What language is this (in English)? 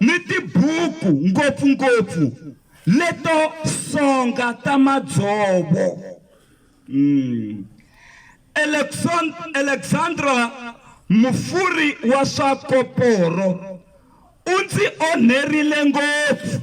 Tsonga